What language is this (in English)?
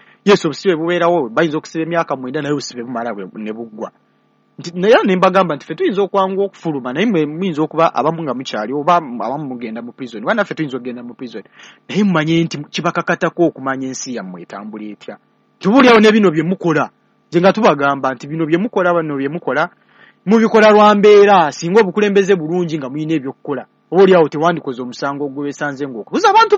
Ganda